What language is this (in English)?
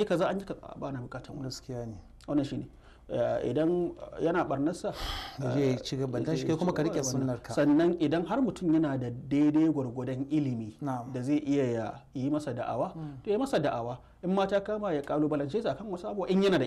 Hausa